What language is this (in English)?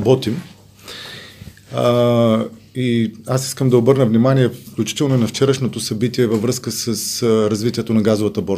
Bulgarian